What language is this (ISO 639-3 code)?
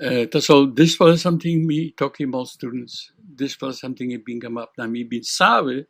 tpi